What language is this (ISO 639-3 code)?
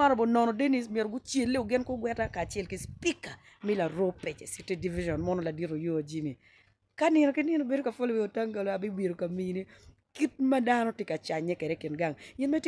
ach